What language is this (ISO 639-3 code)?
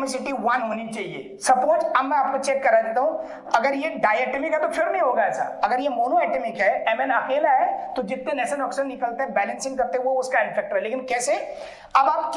hin